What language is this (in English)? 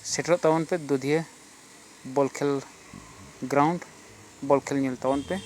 Santali